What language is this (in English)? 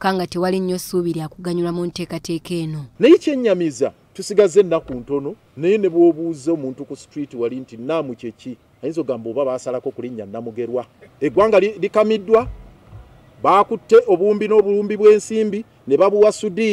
Ganda